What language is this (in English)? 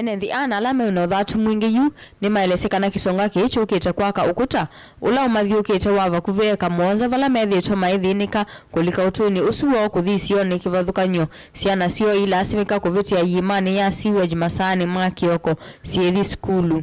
Kamba